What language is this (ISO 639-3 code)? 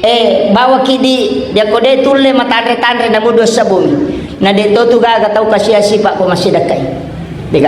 bug